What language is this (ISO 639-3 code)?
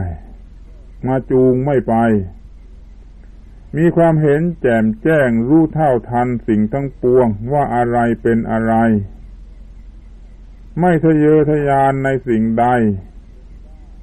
tha